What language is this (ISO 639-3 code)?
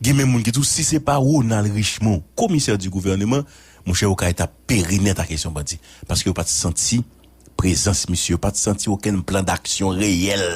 hat